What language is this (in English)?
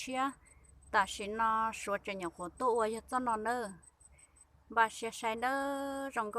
Hmong